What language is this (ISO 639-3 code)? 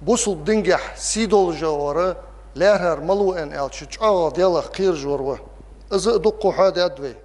inh